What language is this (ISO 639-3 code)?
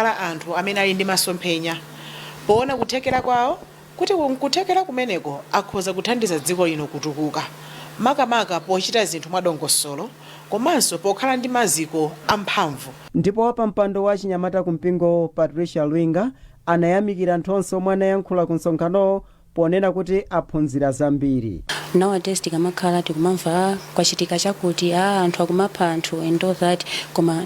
nya